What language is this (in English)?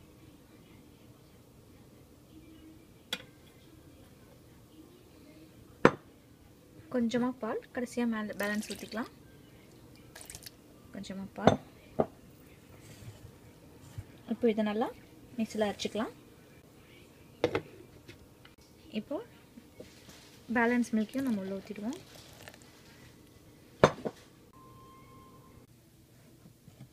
Tamil